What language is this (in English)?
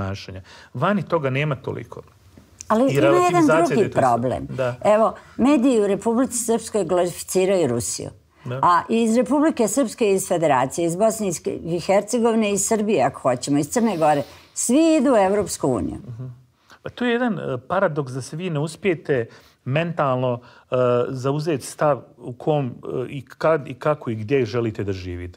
Bosnian